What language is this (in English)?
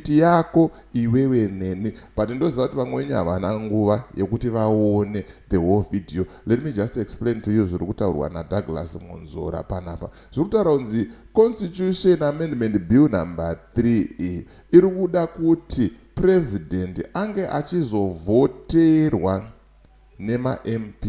Shona